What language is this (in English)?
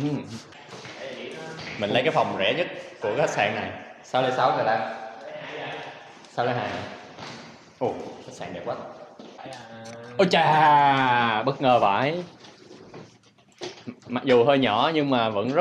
Vietnamese